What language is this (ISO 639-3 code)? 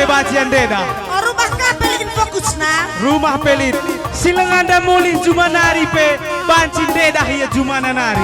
btx